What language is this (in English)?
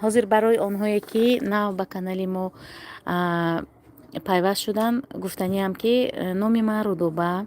Tajik